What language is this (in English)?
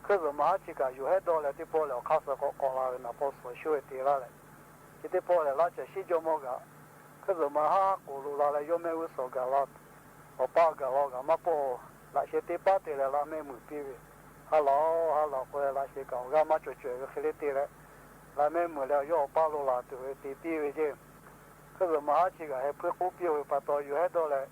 Lahu